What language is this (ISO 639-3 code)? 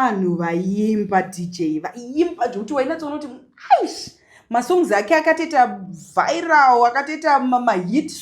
sna